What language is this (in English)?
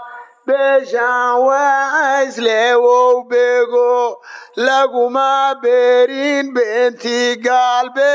Somali